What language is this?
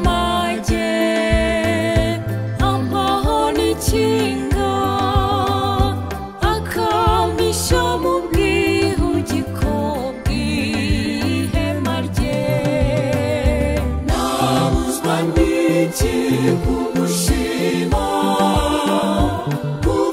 Kinyarwanda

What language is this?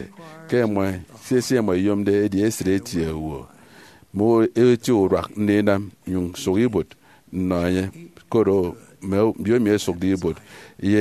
Efik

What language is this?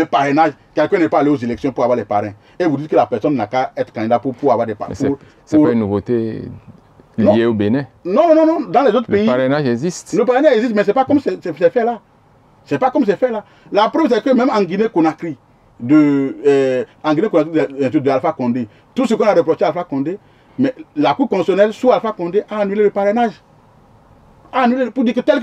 French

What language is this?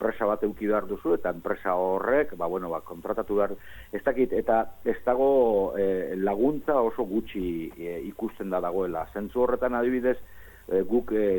Basque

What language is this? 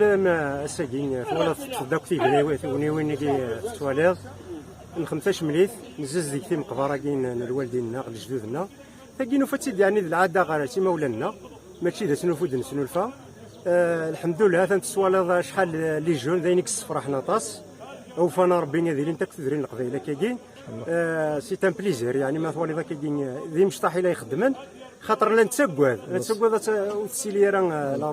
Kabyle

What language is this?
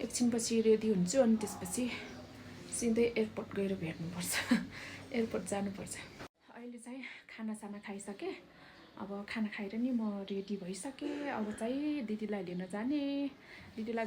Nepali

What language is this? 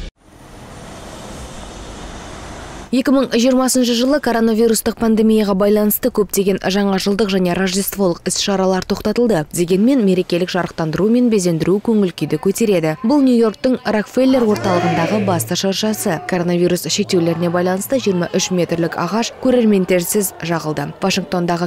Kazakh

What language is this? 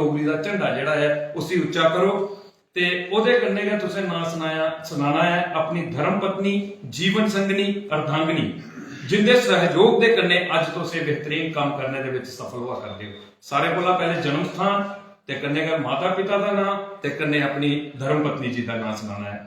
Dogri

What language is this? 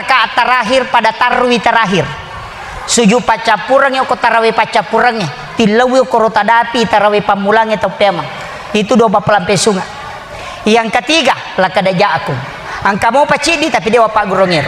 Buginese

